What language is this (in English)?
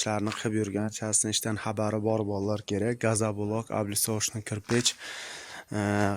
Uzbek